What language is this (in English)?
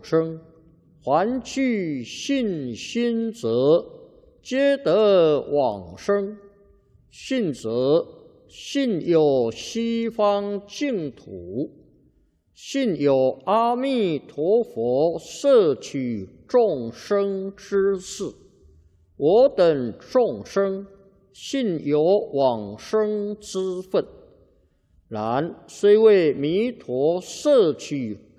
Chinese